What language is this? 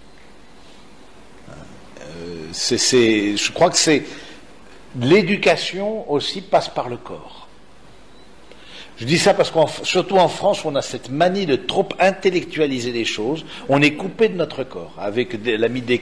French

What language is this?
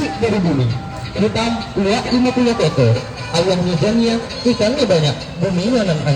Minangkabau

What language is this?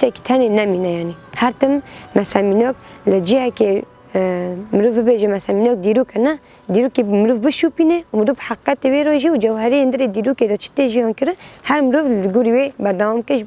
Kurdish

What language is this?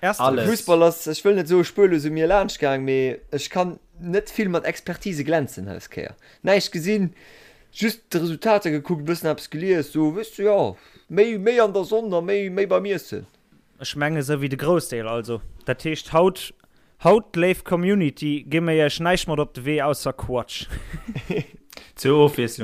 Luxembourgish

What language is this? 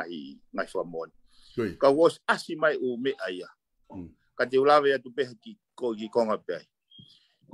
Tongan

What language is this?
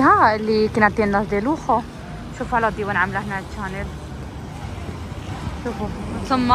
Moroccan Arabic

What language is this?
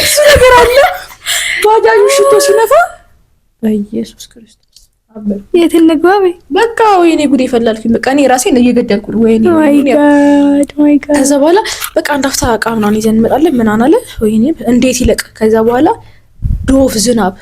Amharic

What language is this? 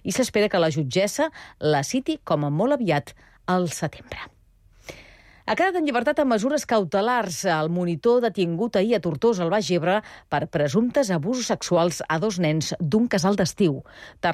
Catalan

